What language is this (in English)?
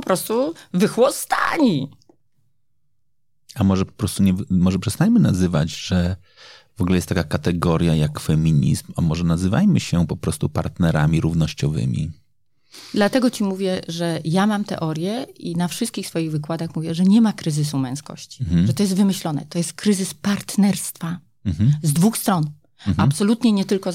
Polish